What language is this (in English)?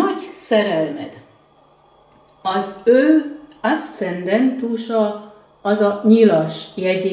Hungarian